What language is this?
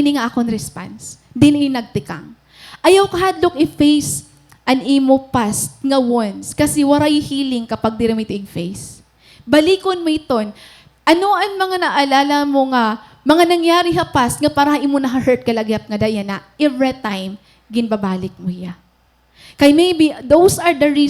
Waray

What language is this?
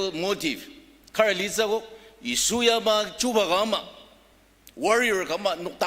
Ao Naga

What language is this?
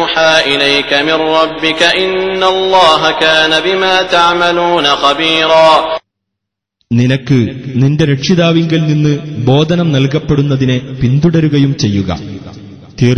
Malayalam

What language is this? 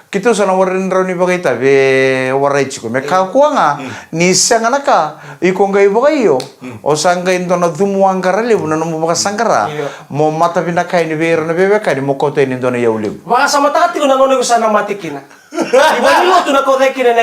Fijian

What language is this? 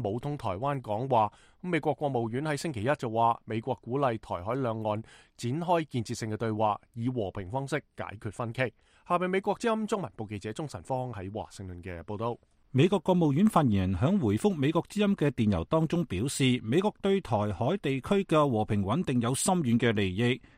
Cantonese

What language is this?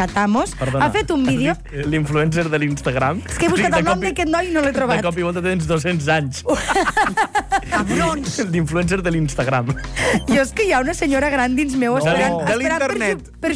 Catalan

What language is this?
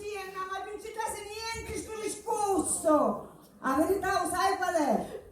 Sicilian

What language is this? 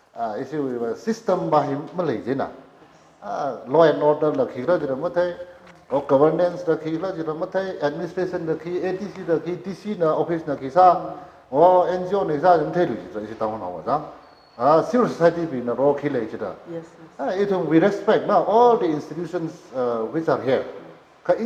Tangkhul Naga (India)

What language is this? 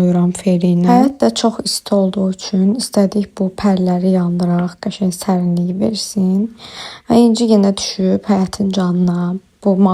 Azerbaijani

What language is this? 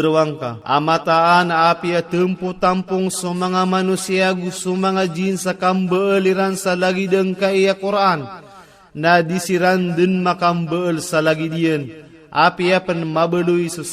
Maranao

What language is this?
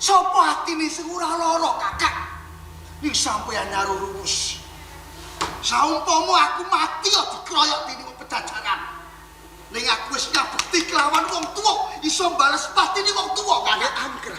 Javanese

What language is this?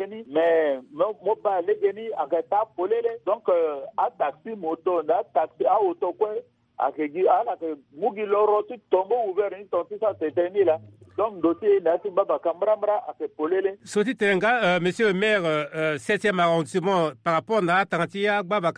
Sango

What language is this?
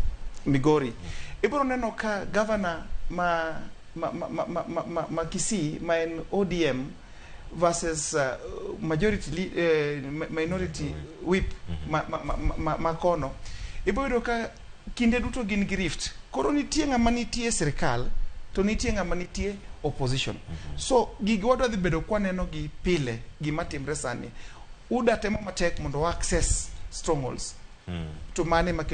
Luo (Kenya and Tanzania)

